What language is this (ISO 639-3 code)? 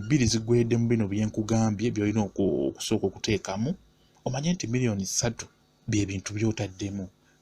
lug